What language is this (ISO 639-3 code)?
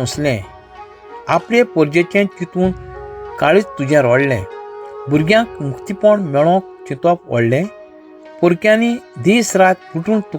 kok